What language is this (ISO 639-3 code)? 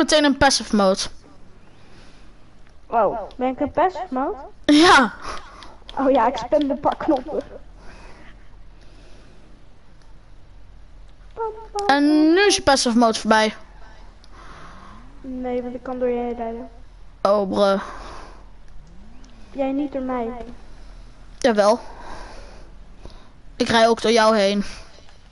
nld